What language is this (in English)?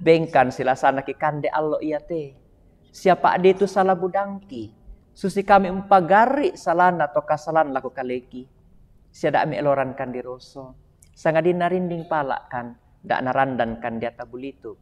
Toraja-Sa'dan